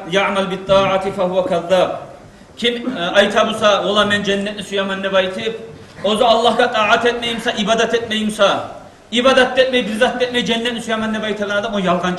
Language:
Kumyk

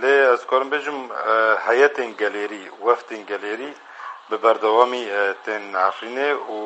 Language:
Kurdish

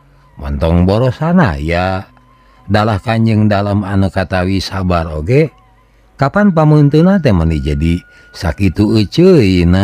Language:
Sundanese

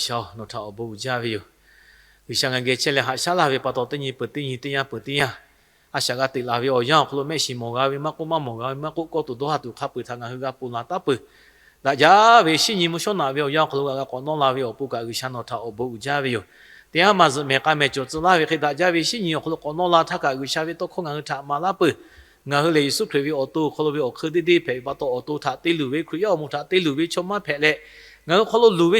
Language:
Lahu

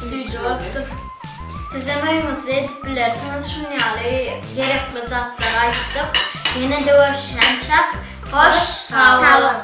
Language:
Turkmen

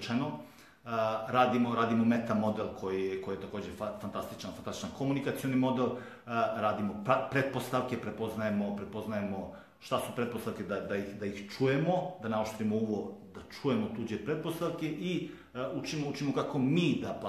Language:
Serbian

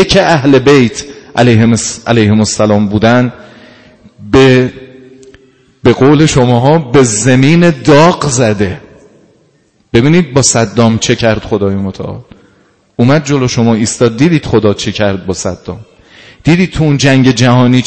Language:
Persian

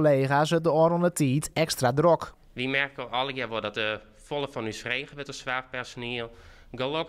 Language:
Western Frisian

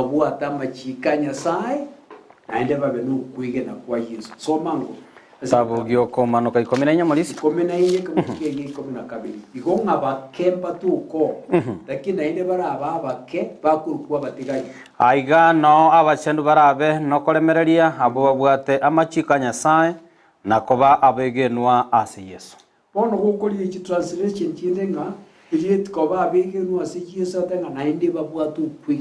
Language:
Gusii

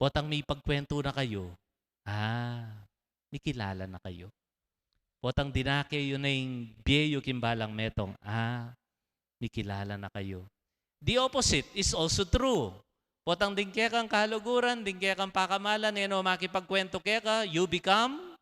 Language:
Pampanga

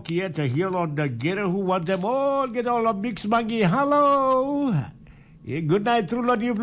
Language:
Tok Pisin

